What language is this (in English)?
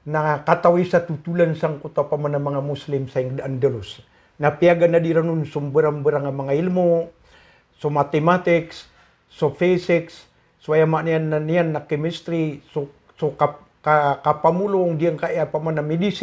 Maranao